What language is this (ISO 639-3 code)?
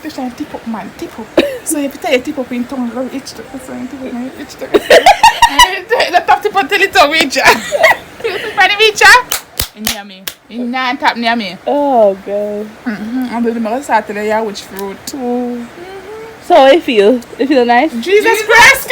jam